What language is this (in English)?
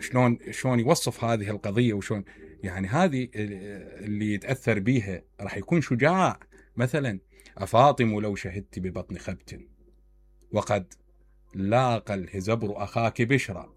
Mesopotamian Arabic